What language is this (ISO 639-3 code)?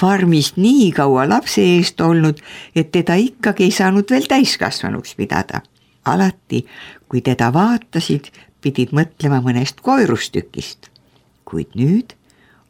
est